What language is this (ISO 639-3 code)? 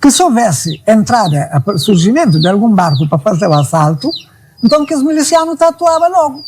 kea